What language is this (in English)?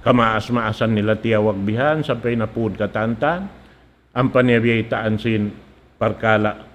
Tausug